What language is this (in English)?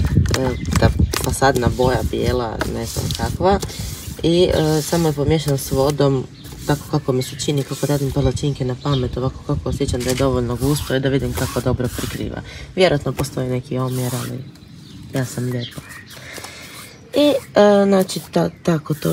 Croatian